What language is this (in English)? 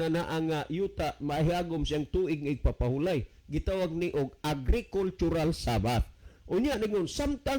Cebuano